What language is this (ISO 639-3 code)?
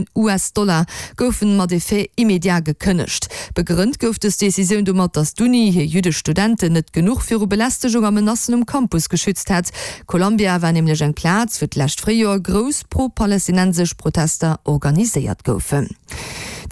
ltz